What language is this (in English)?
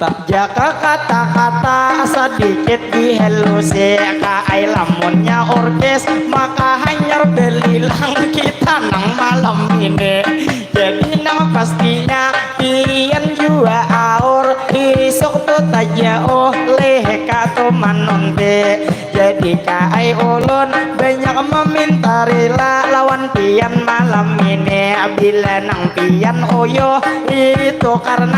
Banjar